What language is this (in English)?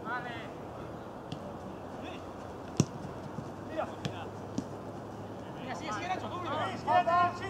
Spanish